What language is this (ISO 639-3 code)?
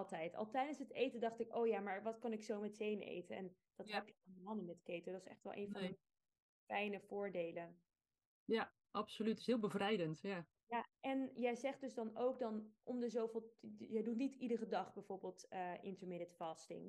nld